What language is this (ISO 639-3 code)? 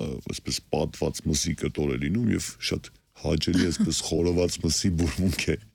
hye